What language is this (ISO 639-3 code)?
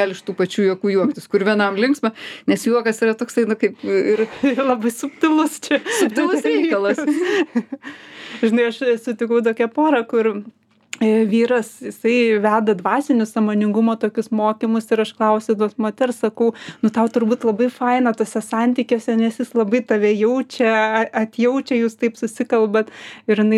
lit